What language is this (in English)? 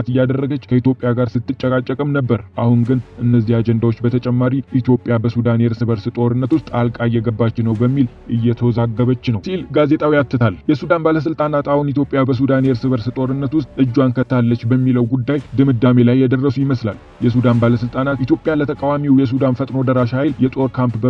Amharic